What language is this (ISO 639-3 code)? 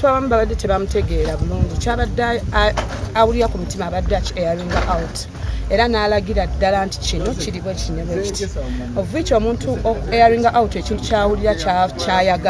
lug